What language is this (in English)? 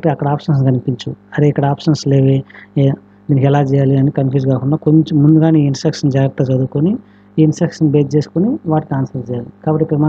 Telugu